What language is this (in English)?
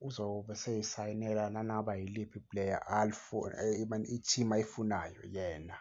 Zulu